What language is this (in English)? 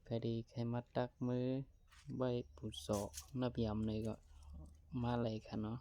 Shan